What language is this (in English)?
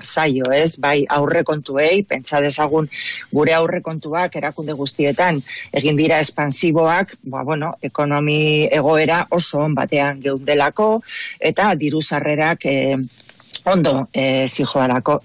Basque